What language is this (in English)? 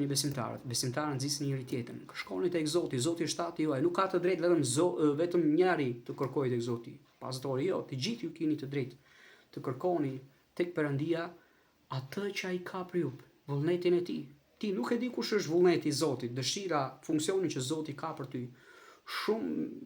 Albanian